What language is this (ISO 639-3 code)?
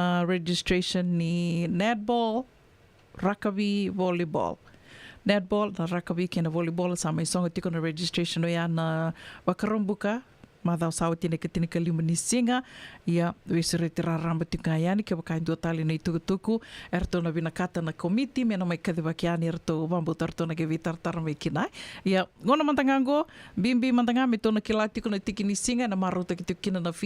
fij